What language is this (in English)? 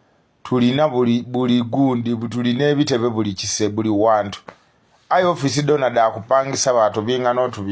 Ganda